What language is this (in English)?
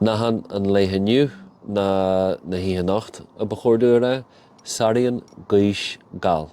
Irish